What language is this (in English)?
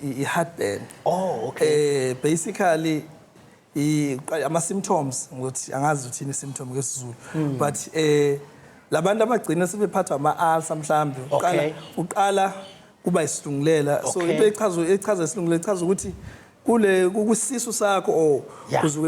Zulu